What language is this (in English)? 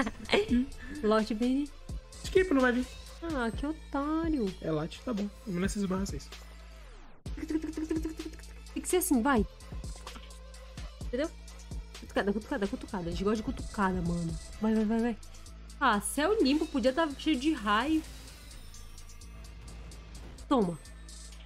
Portuguese